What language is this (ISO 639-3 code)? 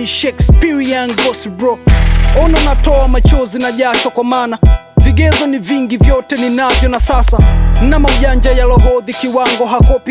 swa